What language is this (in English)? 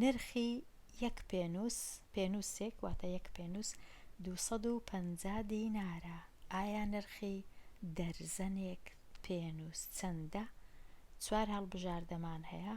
Central Kurdish